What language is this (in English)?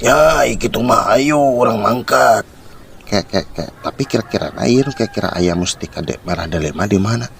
Sundanese